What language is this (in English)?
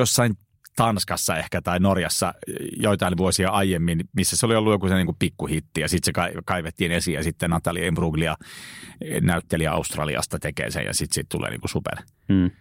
Finnish